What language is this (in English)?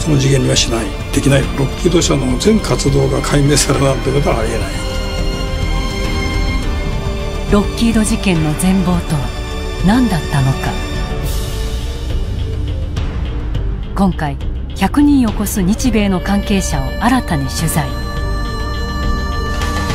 Japanese